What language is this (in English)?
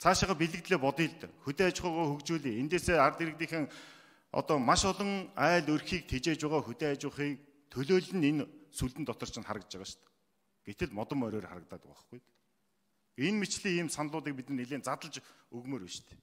Mongolian